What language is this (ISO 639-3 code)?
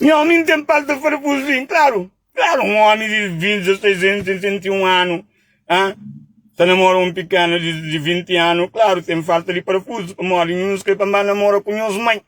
kea